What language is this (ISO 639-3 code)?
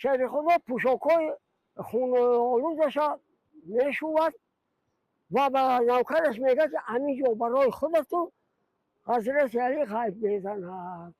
tgk